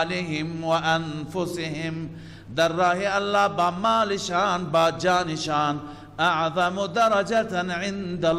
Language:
Persian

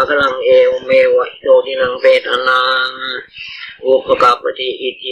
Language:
Pali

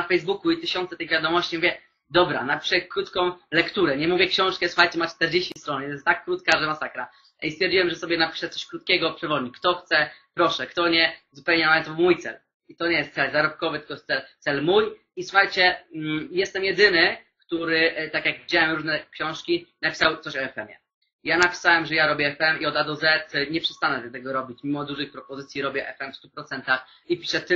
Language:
Polish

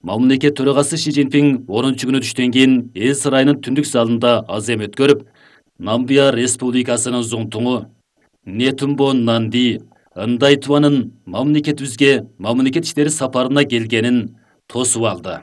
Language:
Kyrgyz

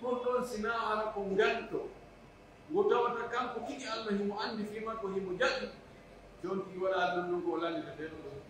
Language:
Pular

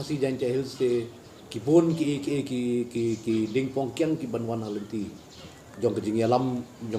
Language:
Khasi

